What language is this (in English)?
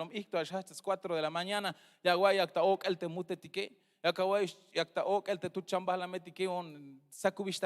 Tzeltal